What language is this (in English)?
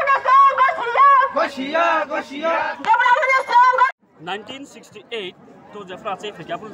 Kok Borok